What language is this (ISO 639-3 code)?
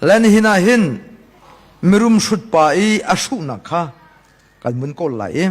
cnh